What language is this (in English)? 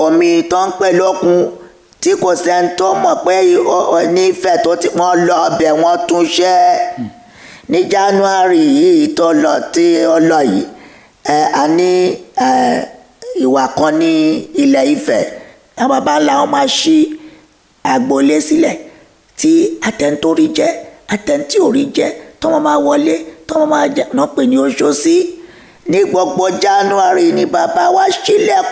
Yoruba